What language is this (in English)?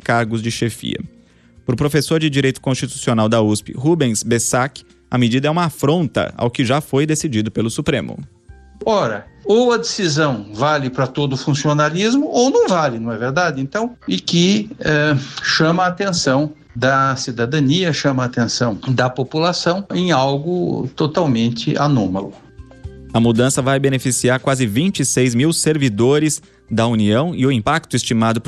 Portuguese